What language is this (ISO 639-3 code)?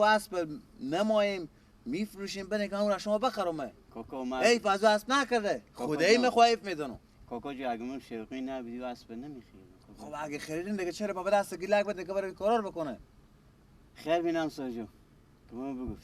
fas